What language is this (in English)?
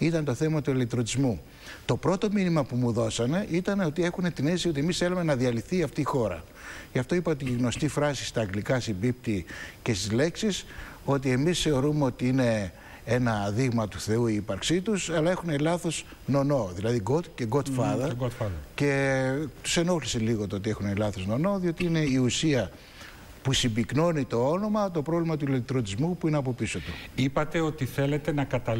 Greek